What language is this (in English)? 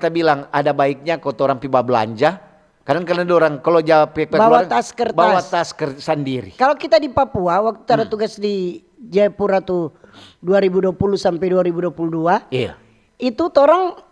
Manado Malay